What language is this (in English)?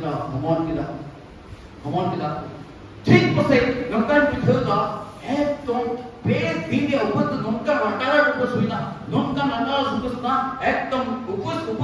Santali